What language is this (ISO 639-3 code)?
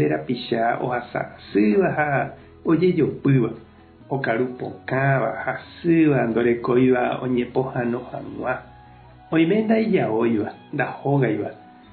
grn